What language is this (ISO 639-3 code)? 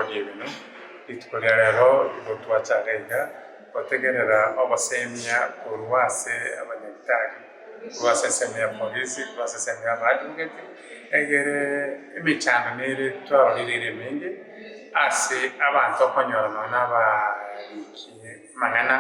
guz